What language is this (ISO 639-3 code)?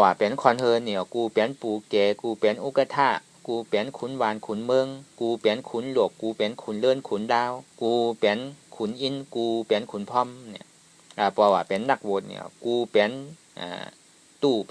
shn